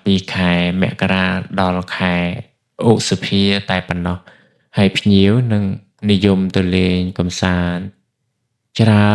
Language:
Khmer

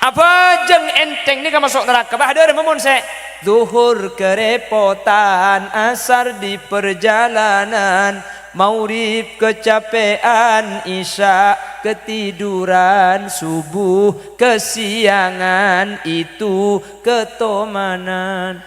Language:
Madurese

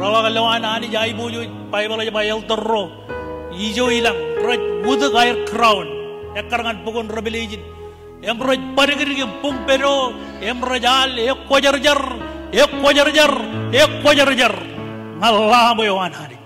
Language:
Marshallese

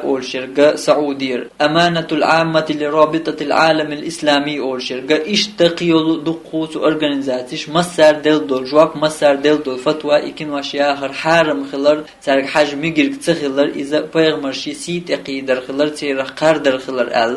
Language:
Chechen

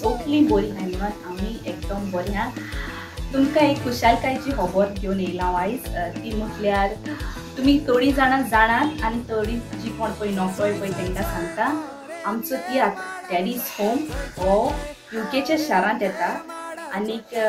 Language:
Konkani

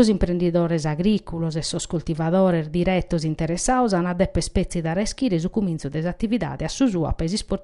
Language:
Sardinian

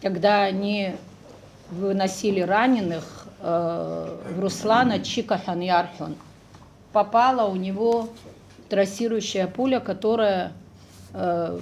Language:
Abkhazian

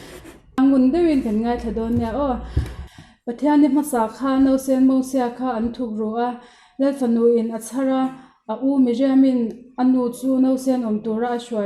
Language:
Mizo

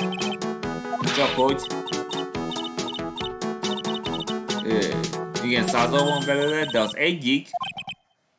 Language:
Hungarian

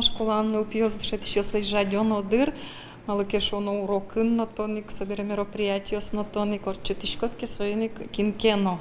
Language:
Udmurt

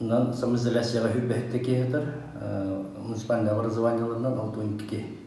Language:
Yakut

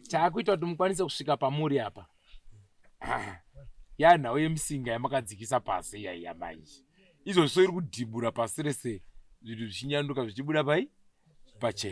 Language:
Shona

